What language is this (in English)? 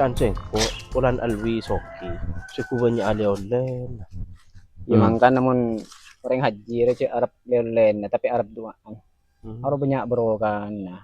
Madurese